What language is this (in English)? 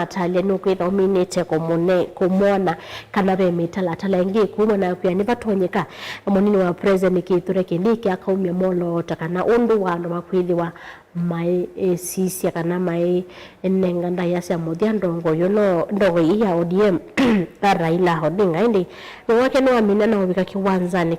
Kamba